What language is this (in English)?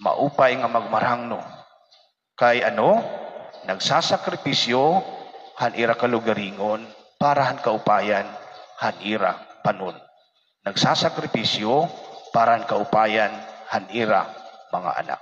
Waray